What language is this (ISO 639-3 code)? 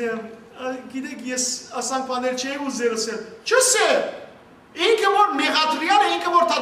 hyw